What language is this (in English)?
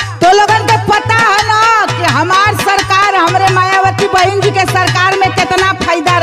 Bhojpuri